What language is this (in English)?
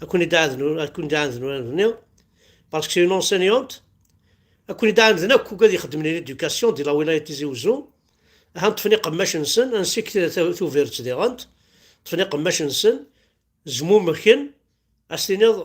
Kabyle